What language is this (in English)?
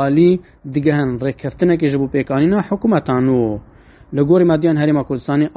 Kurdish